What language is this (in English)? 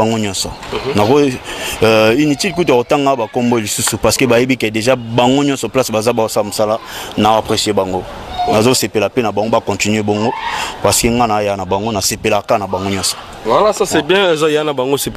Lingala